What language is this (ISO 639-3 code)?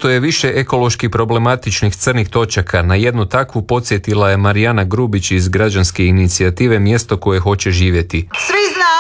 hrv